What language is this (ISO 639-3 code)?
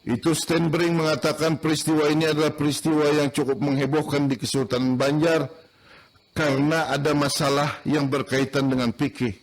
bjn